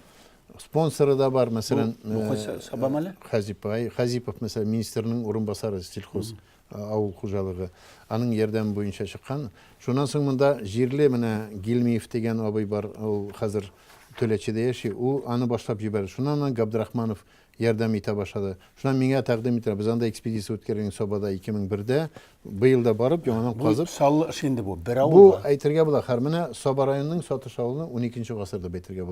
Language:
Tatar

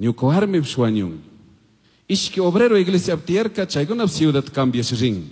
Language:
Chimborazo Highland Quichua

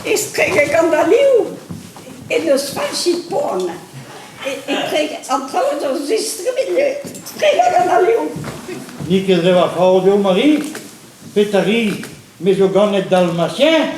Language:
Breton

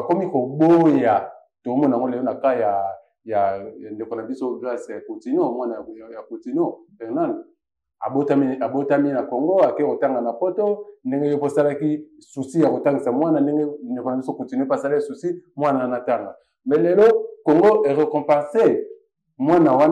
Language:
Lingala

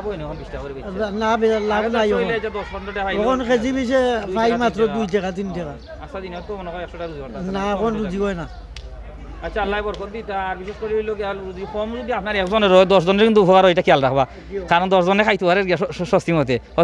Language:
Sylheti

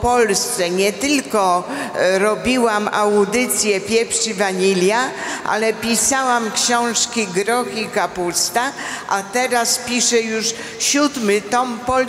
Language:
Polish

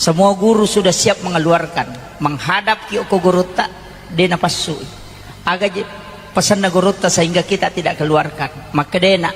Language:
Buginese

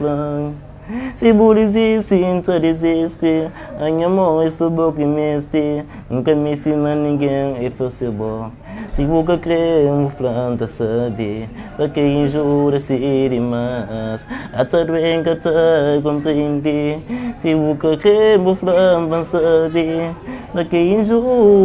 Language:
Kabuverdianu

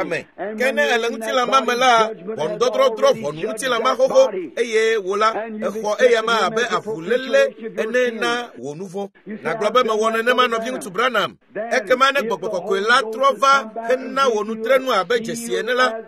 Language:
Ewe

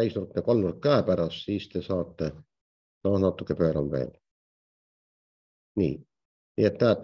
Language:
Estonian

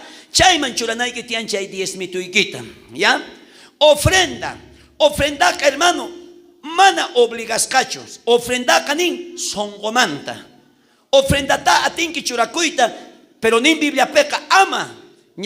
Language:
South Bolivian Quechua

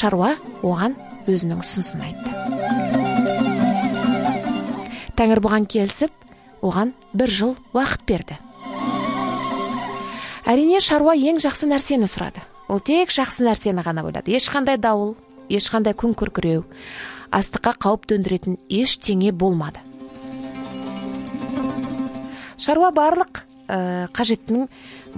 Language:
Kazakh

